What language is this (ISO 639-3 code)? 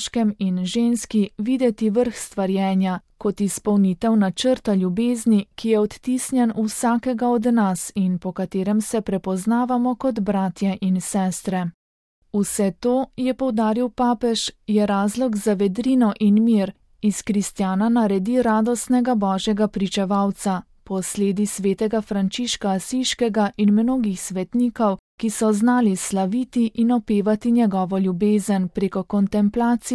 slv